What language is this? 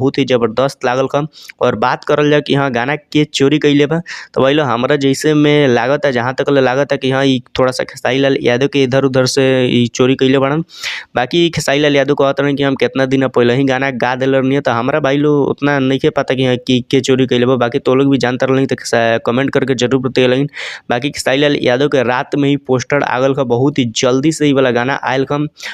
Bhojpuri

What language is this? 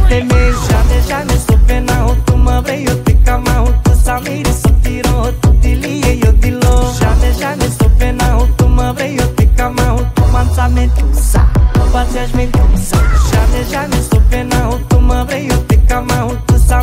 Romanian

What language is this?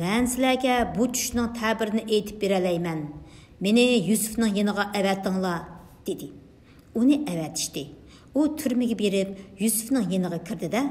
Uyghur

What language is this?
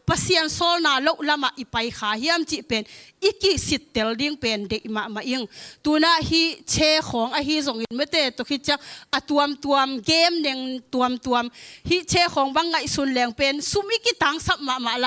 Tedim Chin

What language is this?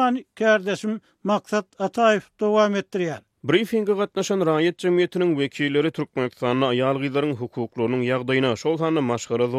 Turkmen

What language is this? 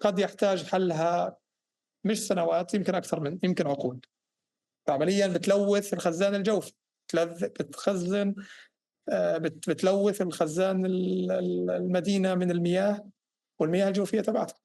North Levantine Arabic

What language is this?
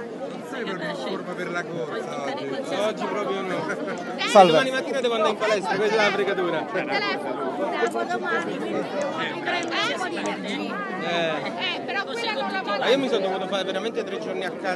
Italian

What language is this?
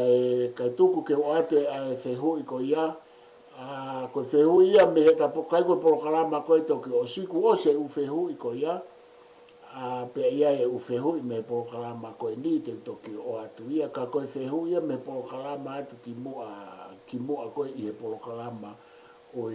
Tongan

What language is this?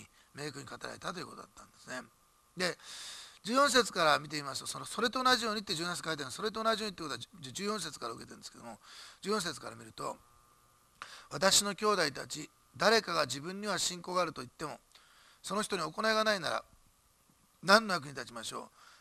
Japanese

